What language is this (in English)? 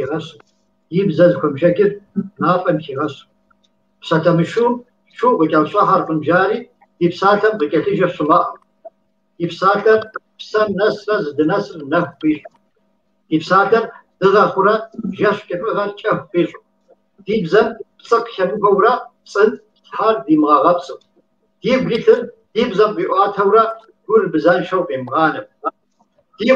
Kabardian